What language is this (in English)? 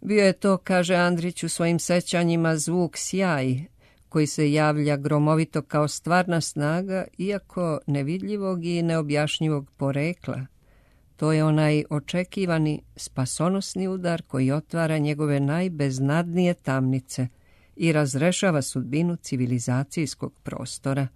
Serbian